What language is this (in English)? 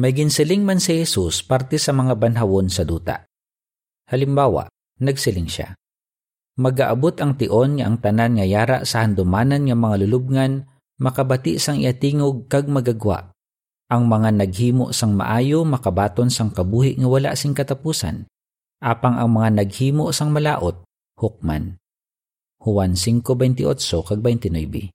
Hiligaynon